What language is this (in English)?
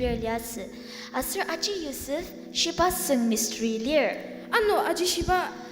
Ao Naga